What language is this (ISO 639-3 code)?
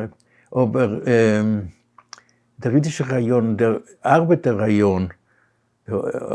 yid